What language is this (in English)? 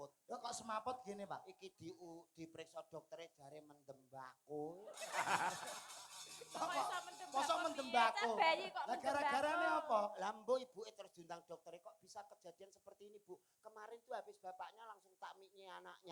Javanese